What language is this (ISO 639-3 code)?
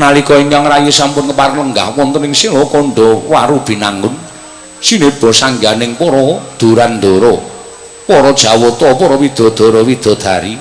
jav